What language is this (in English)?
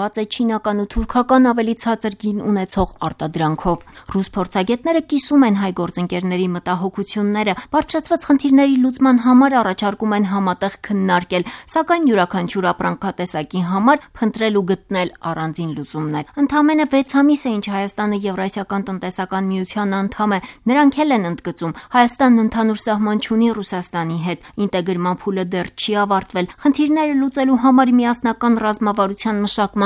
Armenian